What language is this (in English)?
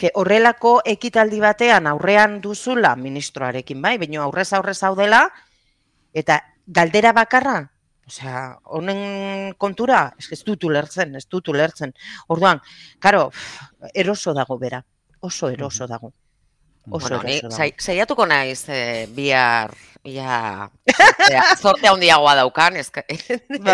Basque